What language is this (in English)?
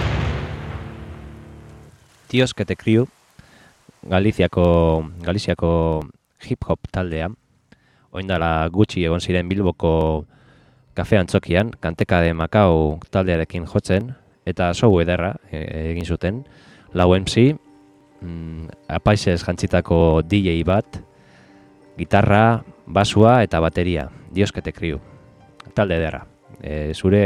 Basque